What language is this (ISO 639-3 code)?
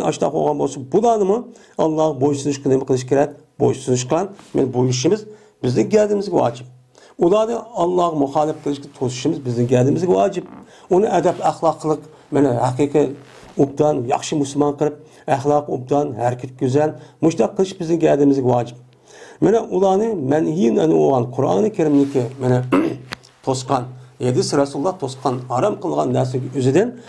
uig